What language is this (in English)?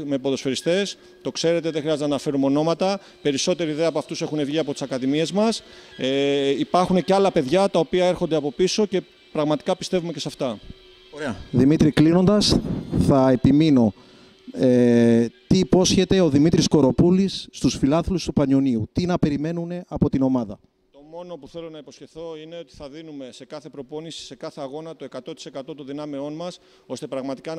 Greek